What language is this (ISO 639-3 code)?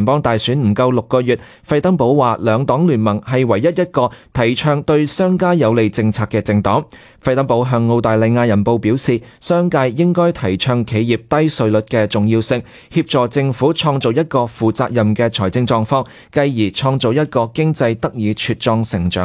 yue